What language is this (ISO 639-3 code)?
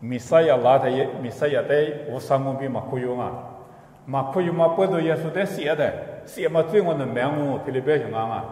lis